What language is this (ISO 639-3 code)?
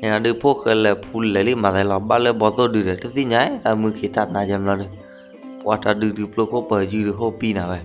ksw